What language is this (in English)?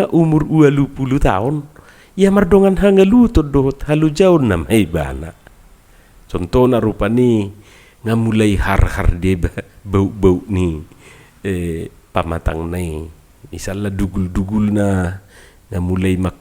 Batak Toba